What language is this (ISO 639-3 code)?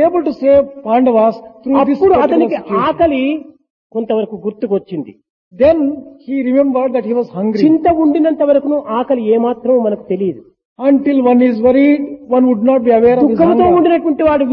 tel